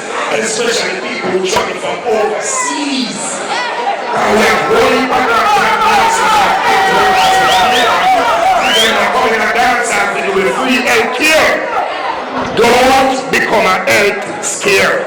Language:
Jamaican Creole English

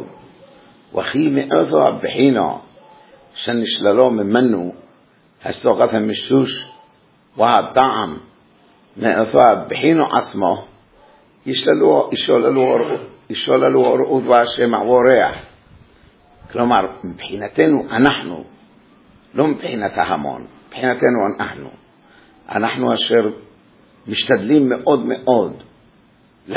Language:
Hebrew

